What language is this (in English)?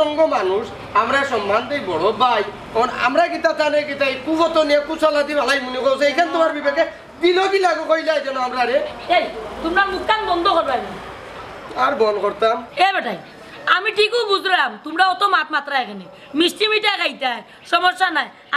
Sylheti